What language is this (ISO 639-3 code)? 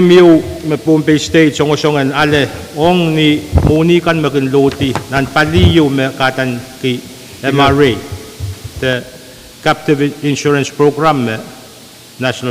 pon